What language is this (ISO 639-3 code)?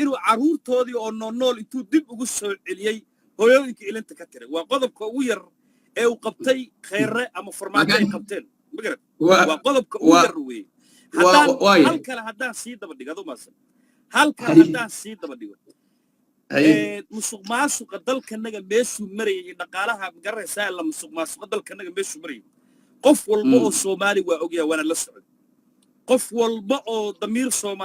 som